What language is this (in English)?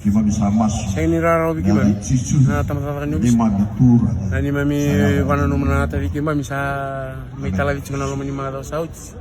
Fijian